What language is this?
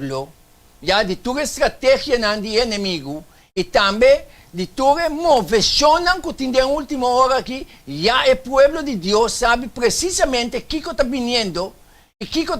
Papiamento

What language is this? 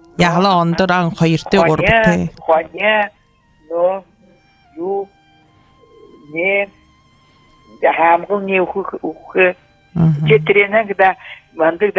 Buriat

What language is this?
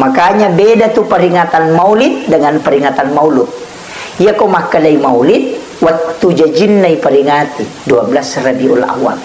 Buginese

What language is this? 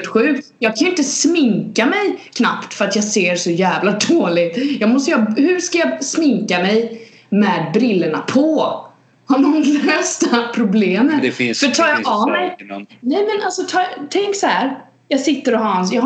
Swedish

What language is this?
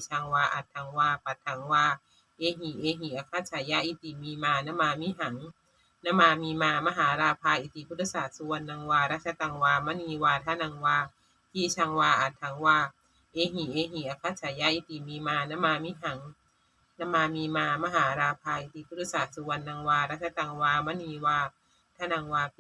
Pali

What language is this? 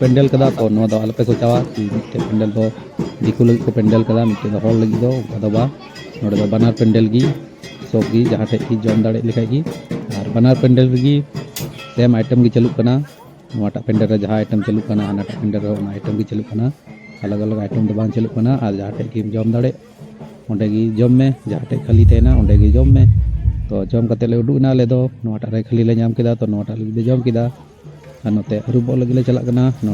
Santali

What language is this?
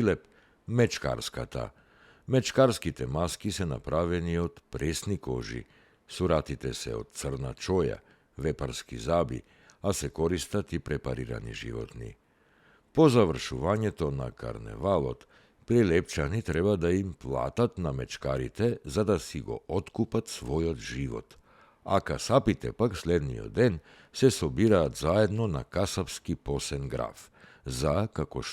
Macedonian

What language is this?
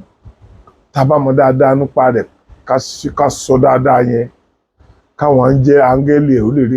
Yoruba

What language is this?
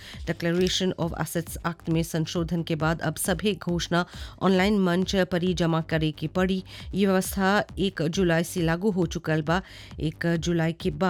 Bhojpuri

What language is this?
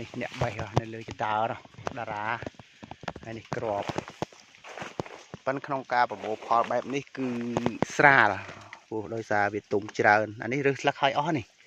Khmer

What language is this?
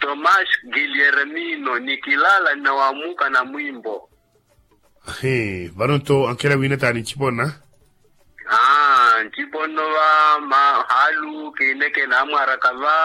Makhuwa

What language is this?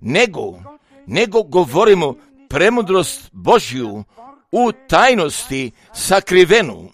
Croatian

